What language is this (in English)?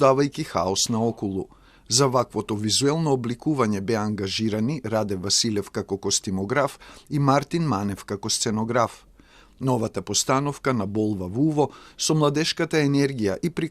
Macedonian